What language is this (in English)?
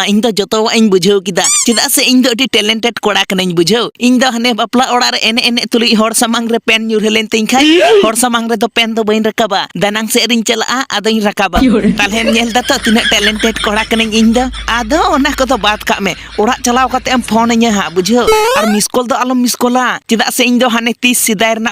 Santali